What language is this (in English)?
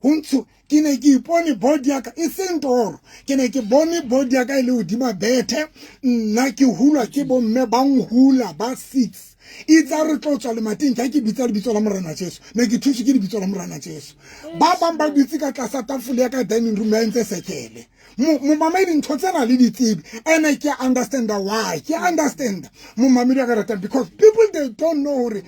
Southern Sotho